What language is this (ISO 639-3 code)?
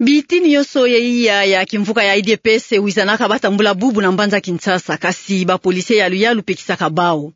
ktu